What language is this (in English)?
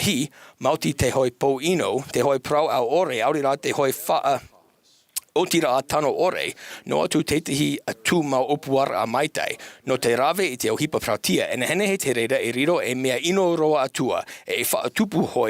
Tahitian